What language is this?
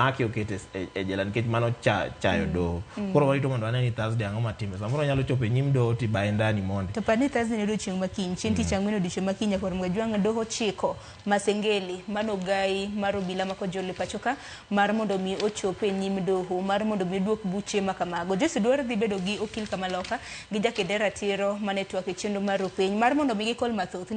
Luo (Kenya and Tanzania)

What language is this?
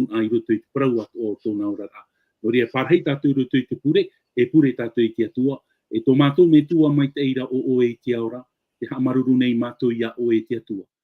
Tahitian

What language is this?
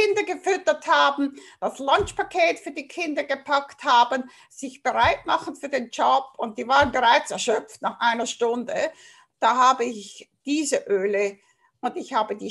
German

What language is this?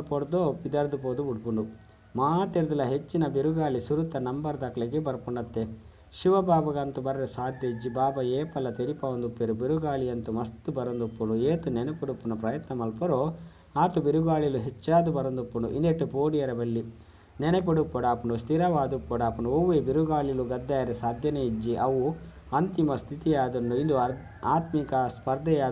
Tulu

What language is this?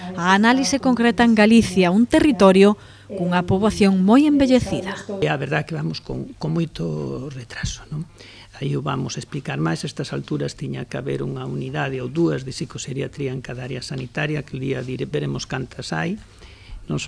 Galician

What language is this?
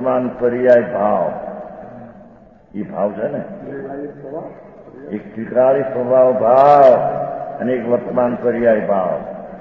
Gujarati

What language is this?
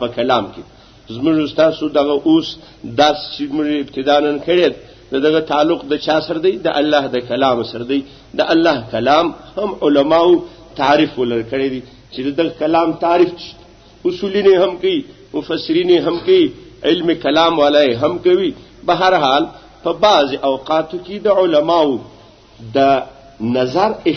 Pashto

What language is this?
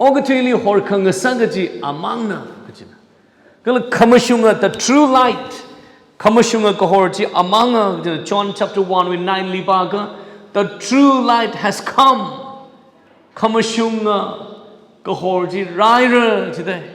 Tangkhul Naga (India)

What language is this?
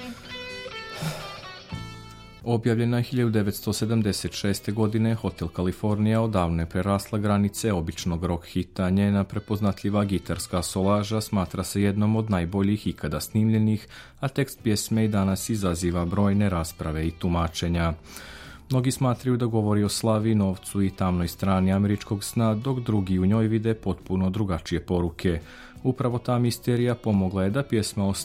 Serbian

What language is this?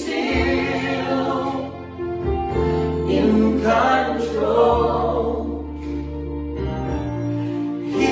English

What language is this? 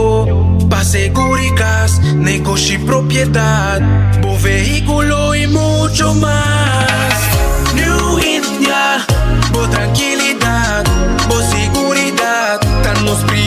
Papiamento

